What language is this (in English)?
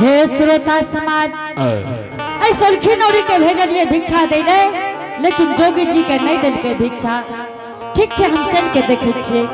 Angika